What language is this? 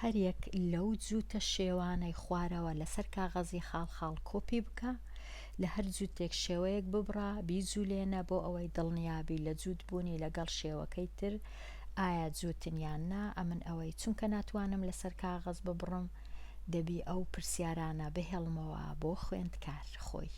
Central Kurdish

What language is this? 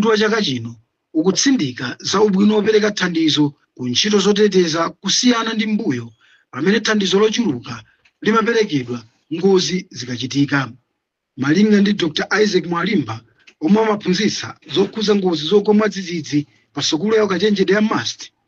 Nyanja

